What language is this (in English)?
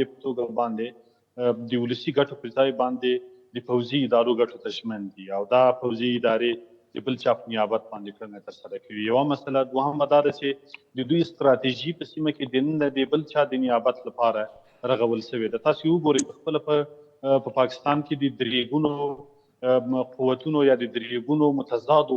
Pashto